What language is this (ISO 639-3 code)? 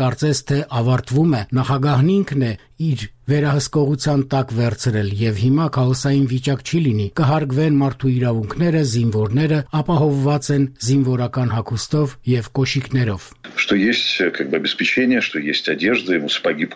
hye